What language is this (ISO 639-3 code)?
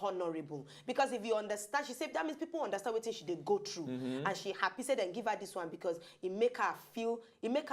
pcm